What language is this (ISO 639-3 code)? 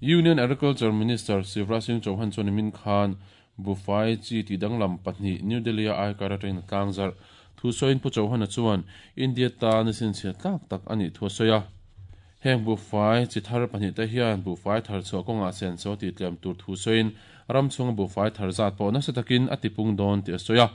lus